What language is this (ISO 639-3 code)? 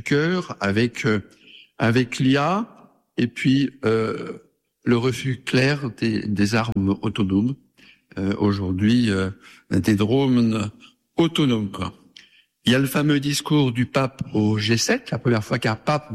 fra